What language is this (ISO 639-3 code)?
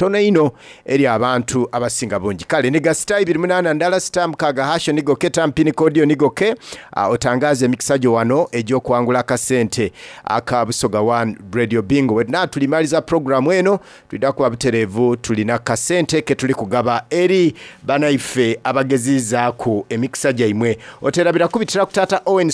xog